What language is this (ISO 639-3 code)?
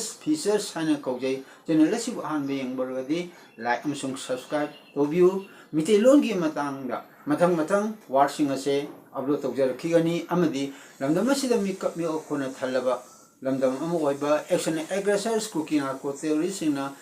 mni